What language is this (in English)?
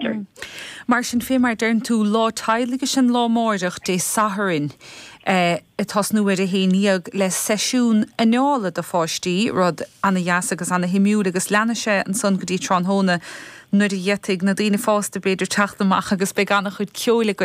Irish